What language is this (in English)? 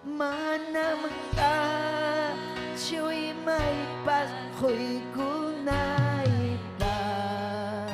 Ayacucho Quechua